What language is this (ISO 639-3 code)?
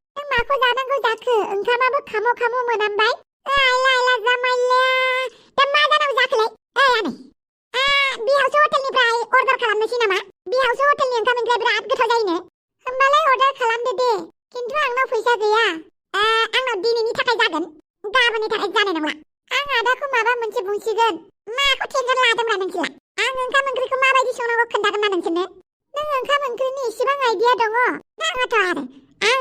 brx